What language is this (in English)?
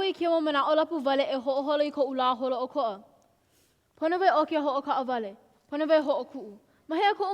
Hawaiian